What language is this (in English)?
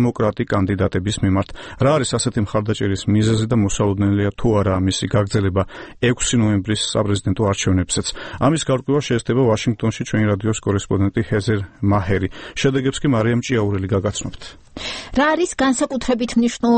Georgian